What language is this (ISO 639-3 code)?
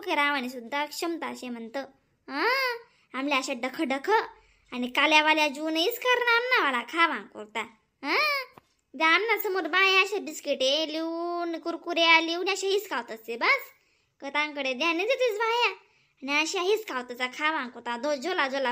khn